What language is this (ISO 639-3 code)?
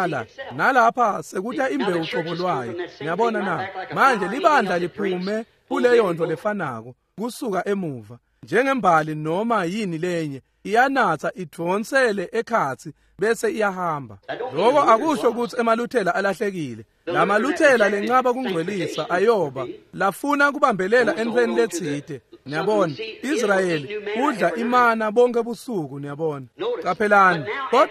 ssw